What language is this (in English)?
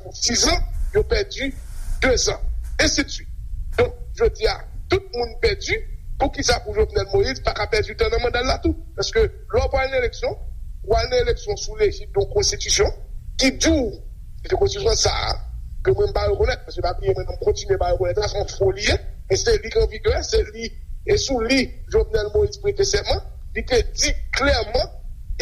Haitian Creole